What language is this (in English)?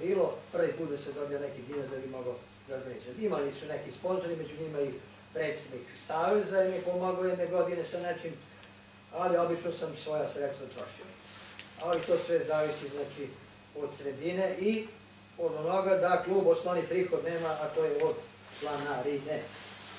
Serbian